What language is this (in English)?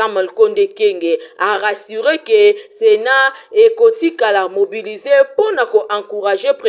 Lingala